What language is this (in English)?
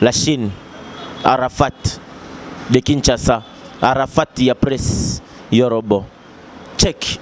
Lingala